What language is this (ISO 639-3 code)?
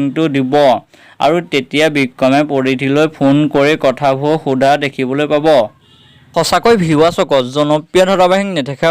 asm